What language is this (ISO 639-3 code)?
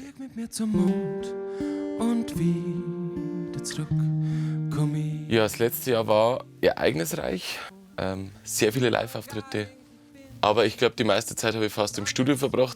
bar